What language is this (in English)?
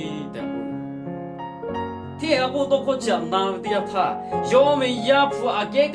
Lahu